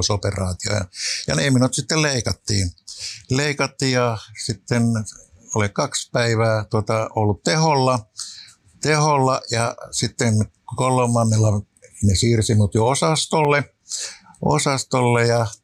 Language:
Finnish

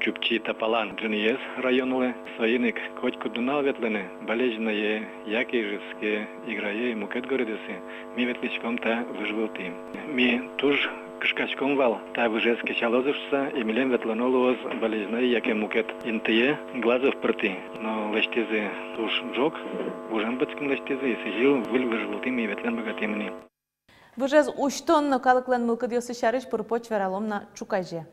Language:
Udmurt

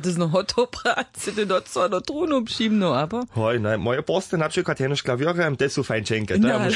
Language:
Upper Sorbian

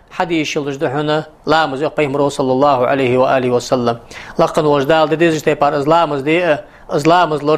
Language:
Ingush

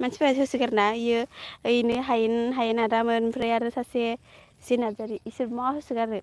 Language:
Bodo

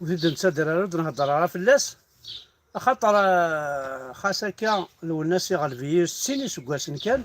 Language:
Kabyle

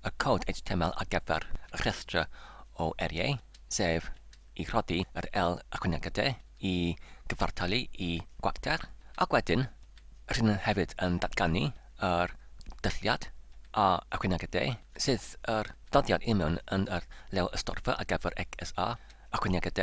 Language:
Welsh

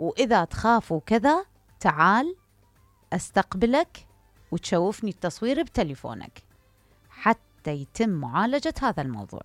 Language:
Mesopotamian Arabic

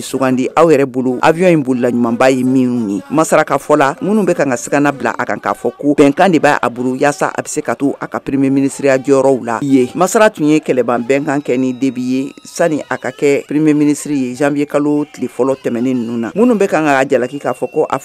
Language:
Bambara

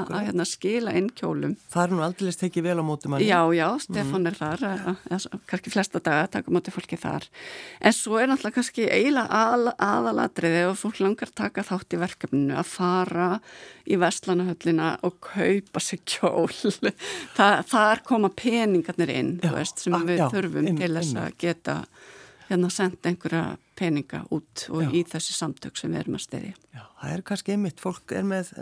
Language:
Icelandic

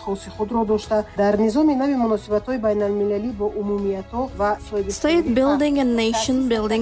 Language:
Tajik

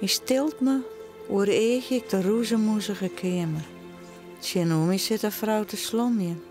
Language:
Western Frisian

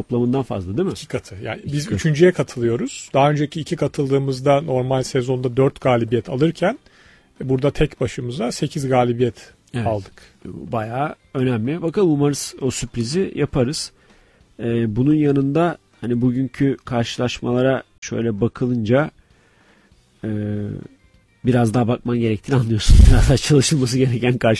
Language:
Turkish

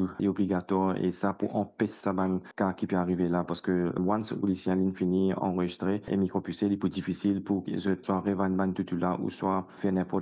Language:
Morisyen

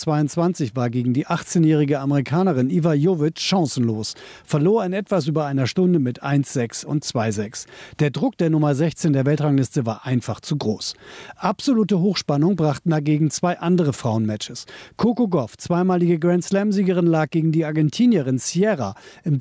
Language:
German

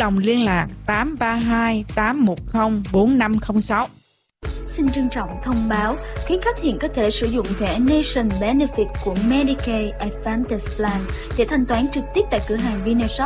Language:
Vietnamese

